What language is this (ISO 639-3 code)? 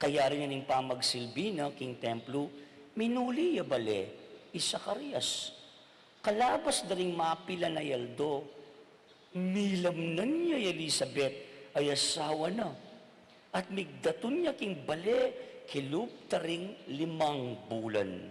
pam